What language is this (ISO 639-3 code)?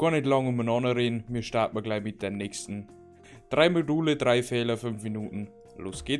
bar